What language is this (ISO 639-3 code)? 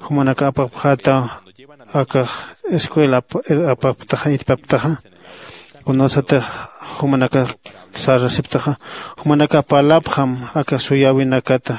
aym